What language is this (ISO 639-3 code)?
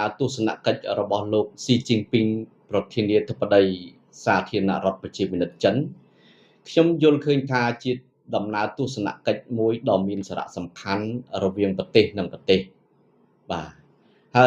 khm